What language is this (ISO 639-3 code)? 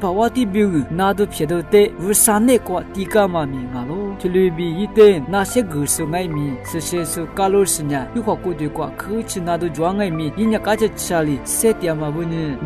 lis